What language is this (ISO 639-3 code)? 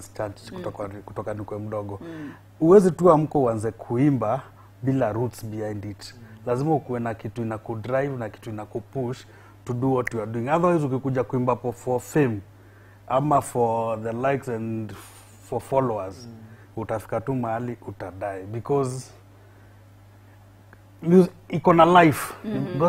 swa